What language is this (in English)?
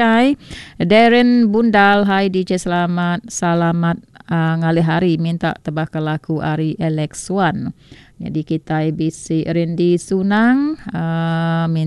Iban